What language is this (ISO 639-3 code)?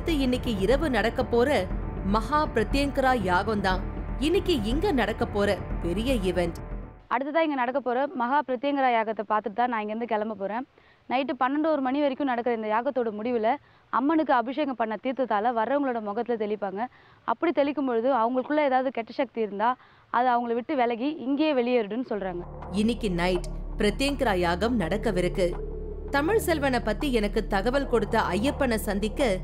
tam